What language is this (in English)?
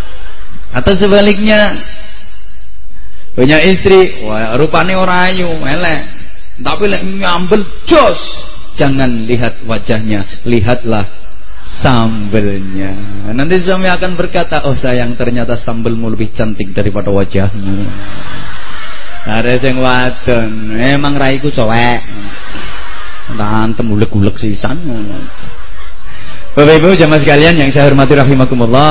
Indonesian